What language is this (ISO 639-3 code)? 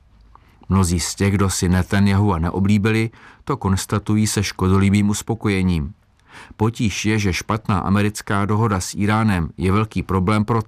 ces